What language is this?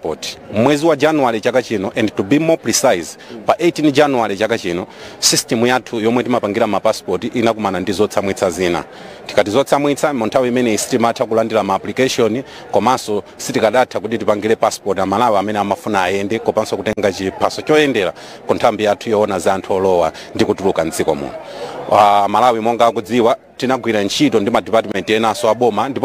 Nyanja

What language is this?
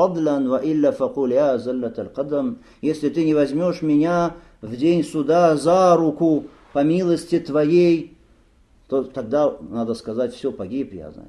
Russian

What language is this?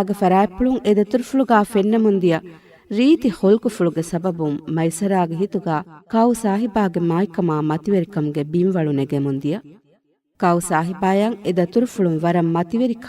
Divehi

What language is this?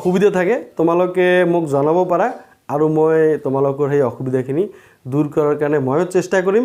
Assamese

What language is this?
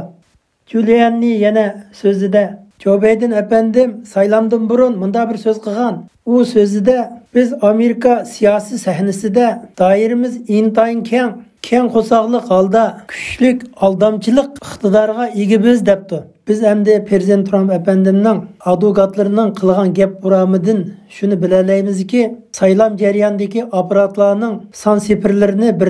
Uyghur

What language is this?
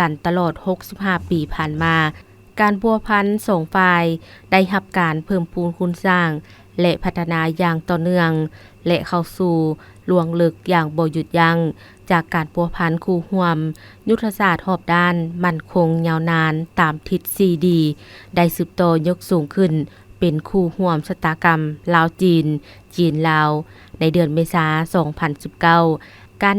Lao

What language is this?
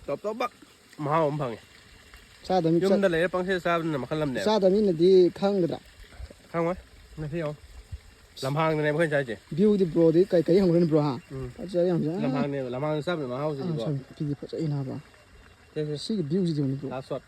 Manipuri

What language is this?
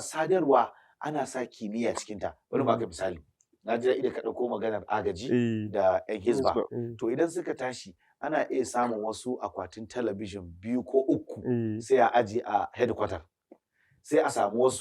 Hausa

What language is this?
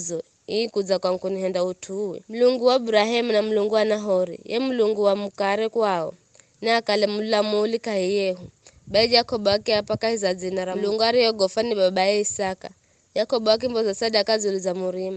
Giryama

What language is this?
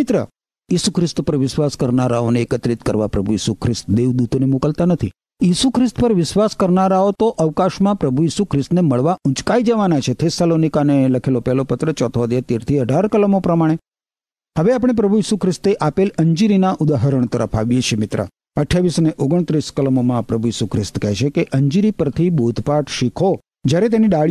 Gujarati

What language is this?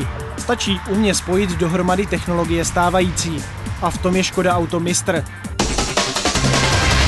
Czech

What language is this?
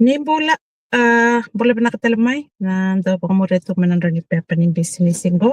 Fijian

